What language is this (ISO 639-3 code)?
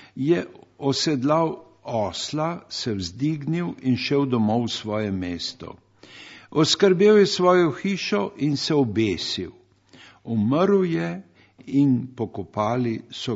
slv